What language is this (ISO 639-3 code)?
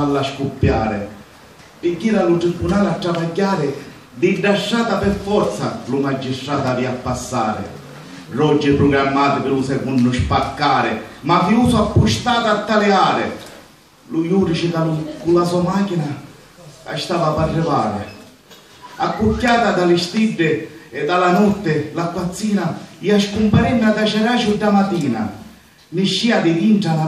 scn